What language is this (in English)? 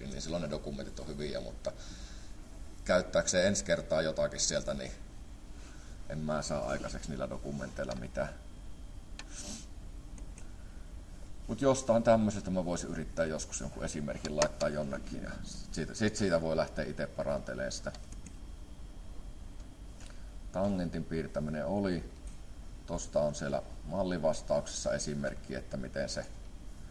Finnish